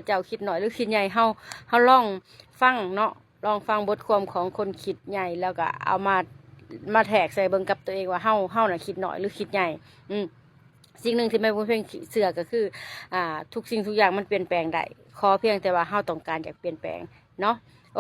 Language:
Lao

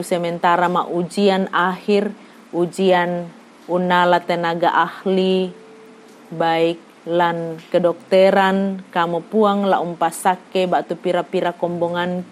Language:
Toraja-Sa'dan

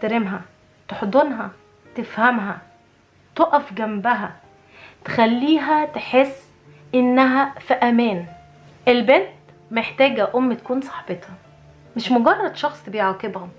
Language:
Egyptian Arabic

